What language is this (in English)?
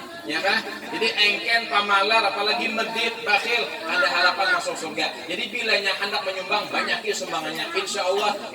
Banjar